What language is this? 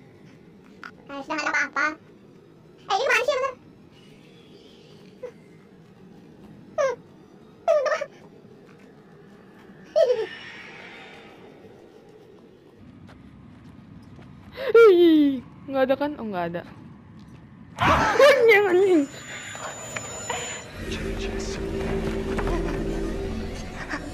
Indonesian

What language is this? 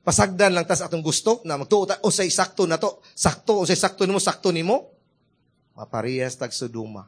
Cebuano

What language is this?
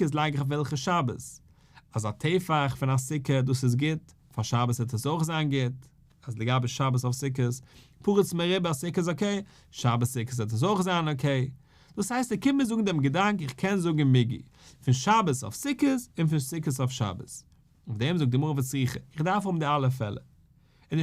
Yiddish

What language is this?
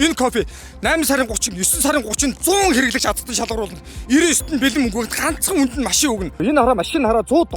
Mongolian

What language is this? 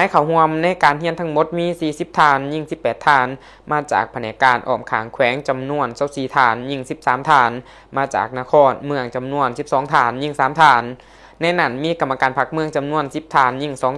Lao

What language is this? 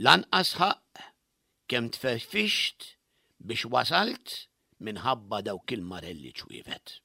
Maltese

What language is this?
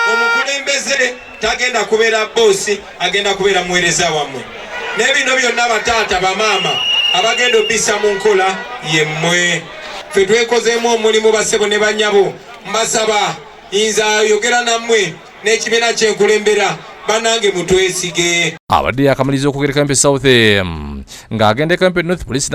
Ganda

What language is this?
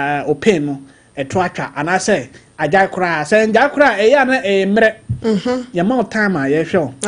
Akan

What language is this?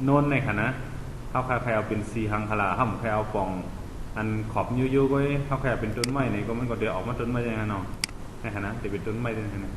Shan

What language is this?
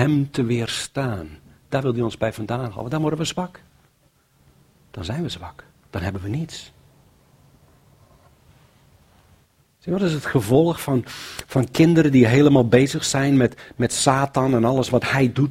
Dutch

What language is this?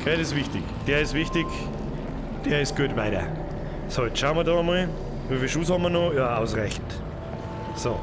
Bavarian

